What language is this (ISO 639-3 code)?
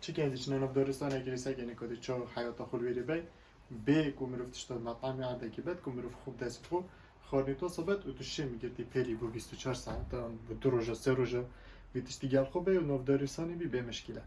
kur